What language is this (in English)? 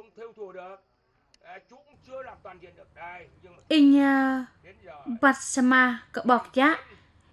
Vietnamese